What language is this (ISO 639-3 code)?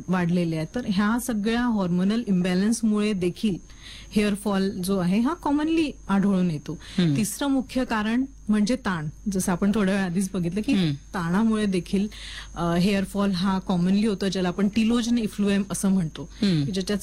mar